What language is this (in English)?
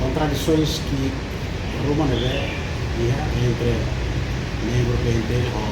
Tetum